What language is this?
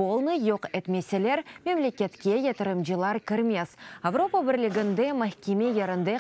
Crimean Tatar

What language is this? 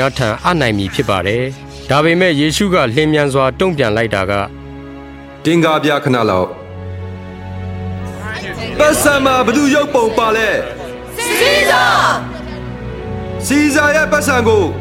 Burmese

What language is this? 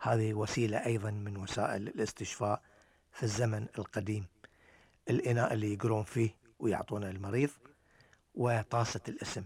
Gulf Arabic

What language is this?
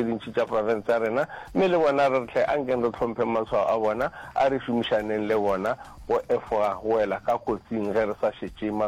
Northern Sotho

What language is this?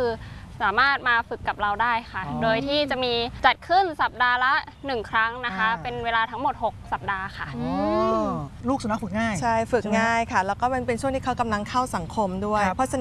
Thai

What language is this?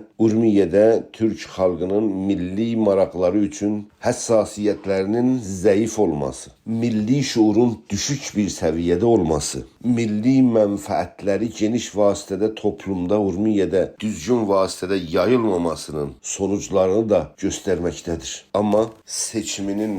South Azerbaijani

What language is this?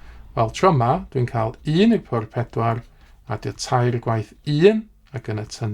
Welsh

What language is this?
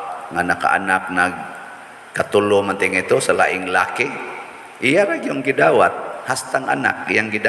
Cebuano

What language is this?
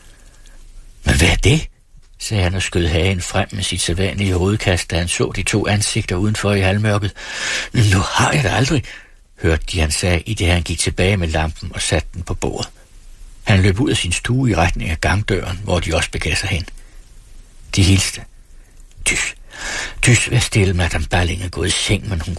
Danish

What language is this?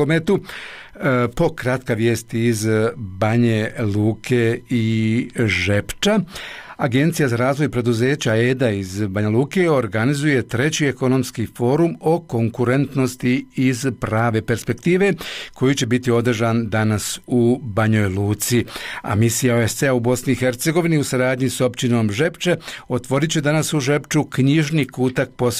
Bosnian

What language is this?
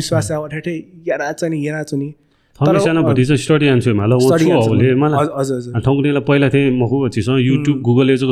Newari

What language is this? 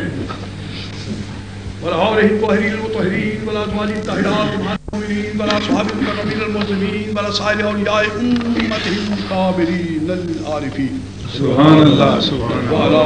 Western Panjabi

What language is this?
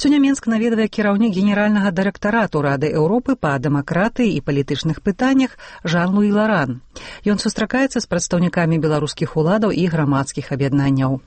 Belarusian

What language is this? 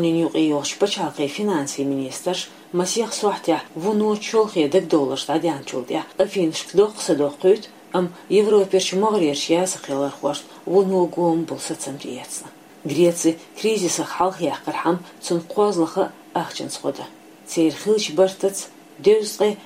Chechen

